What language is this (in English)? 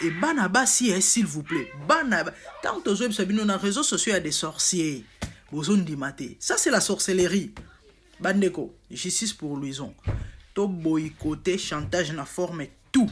Lingala